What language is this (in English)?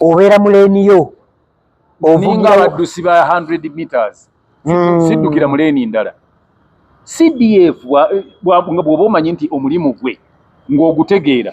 Ganda